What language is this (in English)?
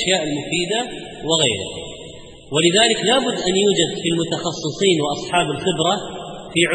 Arabic